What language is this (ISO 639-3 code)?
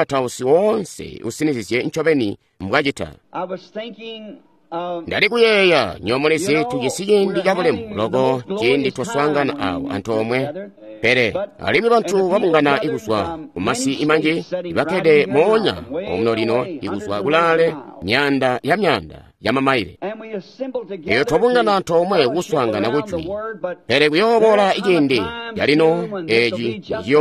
toi